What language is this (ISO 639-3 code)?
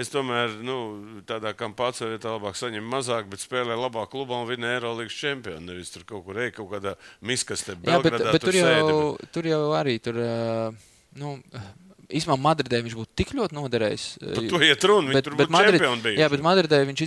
lav